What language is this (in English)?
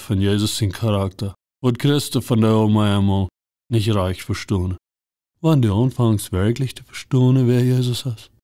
Plautdietsch